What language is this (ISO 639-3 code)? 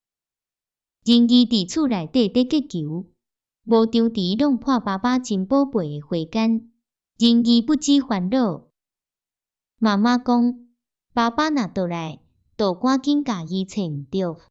nan